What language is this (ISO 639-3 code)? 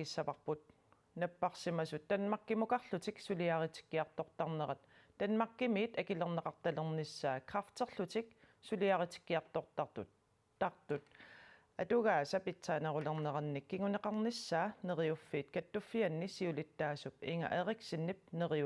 kal